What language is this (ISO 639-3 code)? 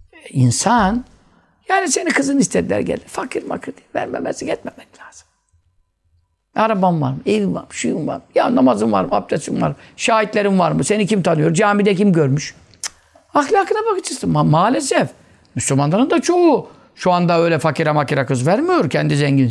tur